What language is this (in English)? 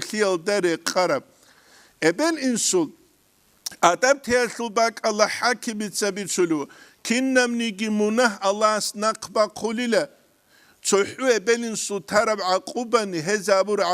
Avaric